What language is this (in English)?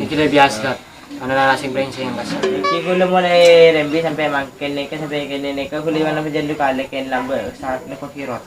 Madurese